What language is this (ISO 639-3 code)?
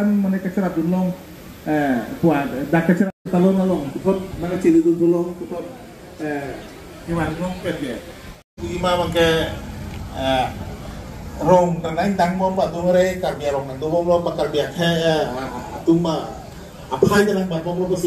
mjw